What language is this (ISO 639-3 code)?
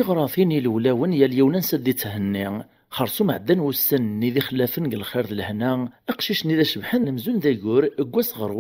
kab